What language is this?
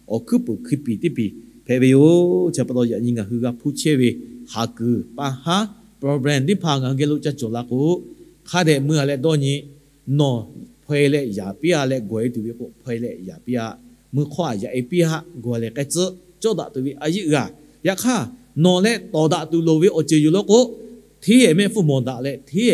Lahu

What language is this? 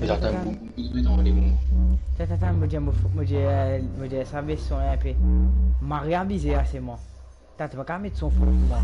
Morisyen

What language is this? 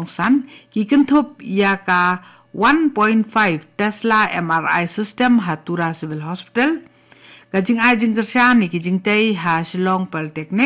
Khasi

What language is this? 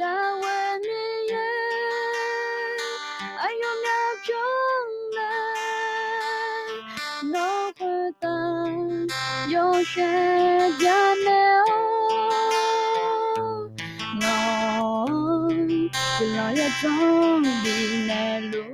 Akha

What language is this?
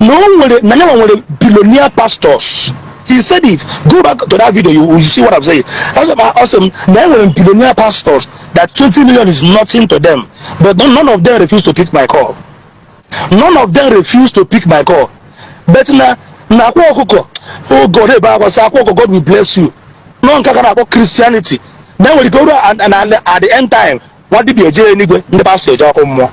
Igbo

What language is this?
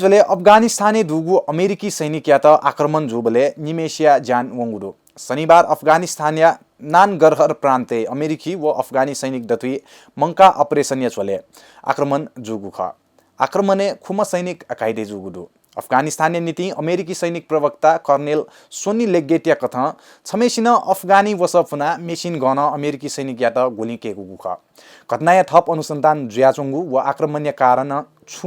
Newari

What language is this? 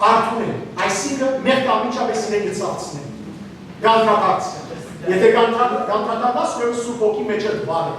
Western Armenian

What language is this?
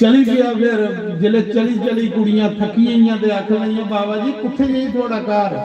Dogri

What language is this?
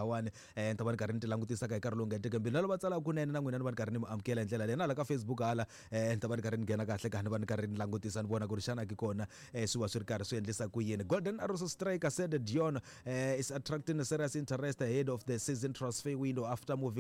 Tsonga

